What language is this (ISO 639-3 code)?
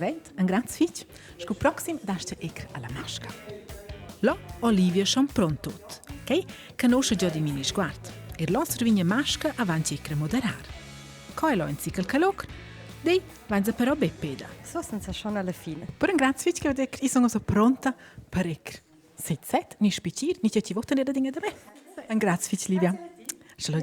roh